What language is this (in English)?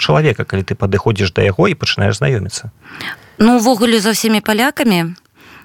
Belarusian